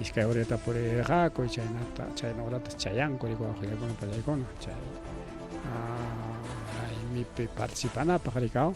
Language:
Ayacucho Quechua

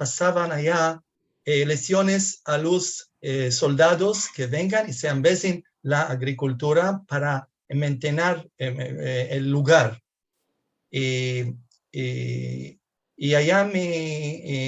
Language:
Ladino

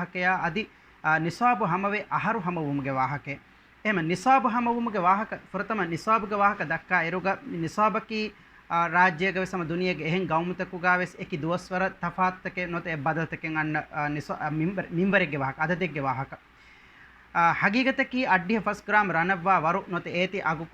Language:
Divehi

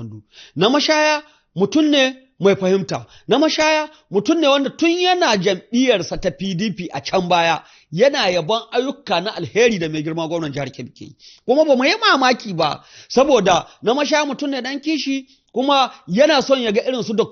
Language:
Hausa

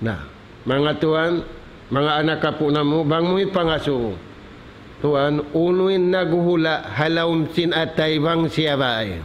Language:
Tausug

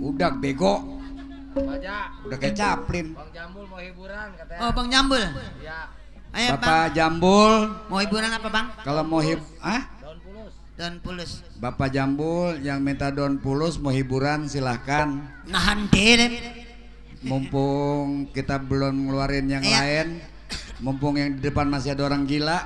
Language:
Betawi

